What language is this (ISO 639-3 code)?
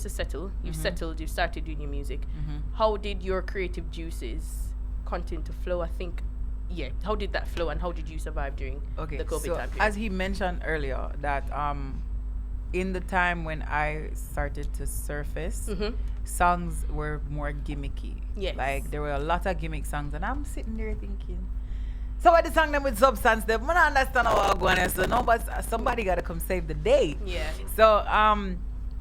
jam